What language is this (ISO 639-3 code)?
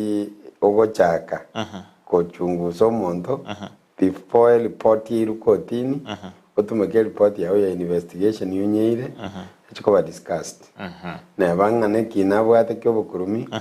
guz